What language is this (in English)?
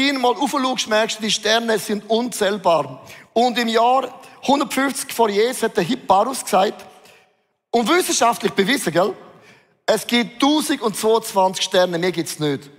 Swiss German